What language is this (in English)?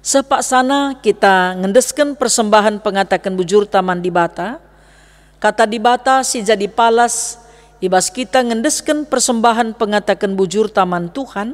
Batak Karo